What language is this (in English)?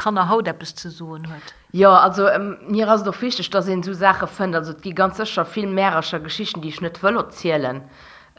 Luxembourgish